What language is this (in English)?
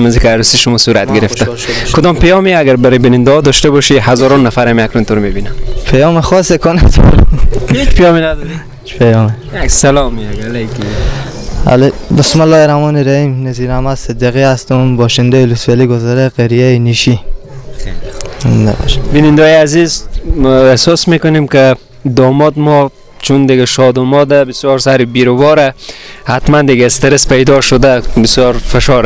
Persian